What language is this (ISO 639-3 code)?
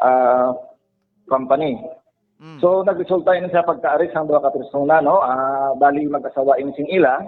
hil